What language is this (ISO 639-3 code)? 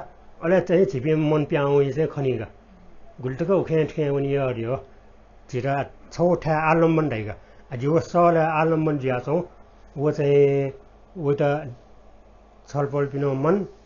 new